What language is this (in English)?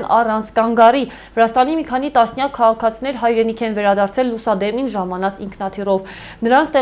Armenian